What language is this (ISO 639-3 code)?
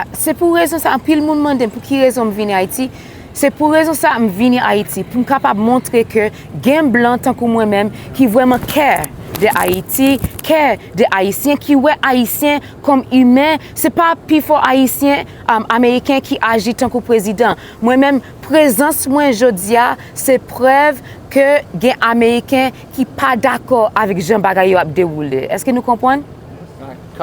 hat